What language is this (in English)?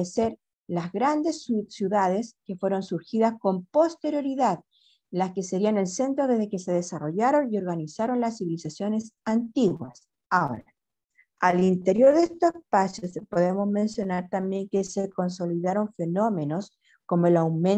Spanish